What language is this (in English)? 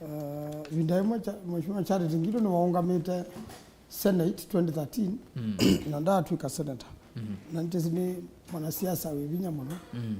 Kamba